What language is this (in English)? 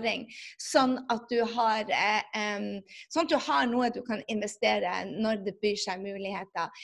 Norwegian